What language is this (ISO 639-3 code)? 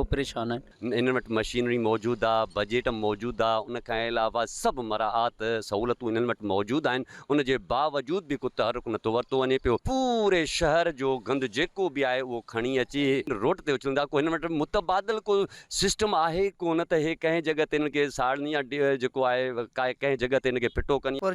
snd